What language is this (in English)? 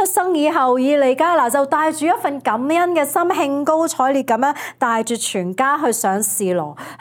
Cantonese